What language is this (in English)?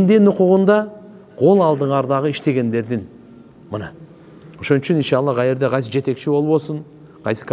Kyrgyz